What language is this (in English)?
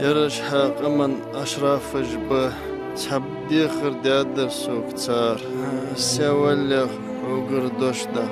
Ingush